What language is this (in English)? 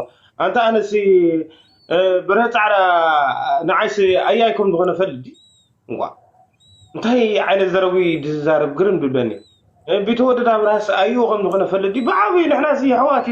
Tigrinya